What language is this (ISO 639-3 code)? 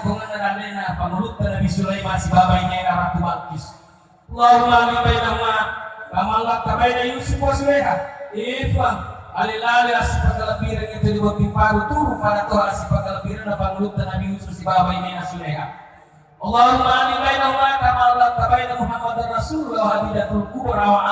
bug